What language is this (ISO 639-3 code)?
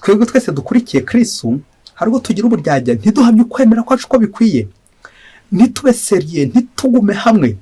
kin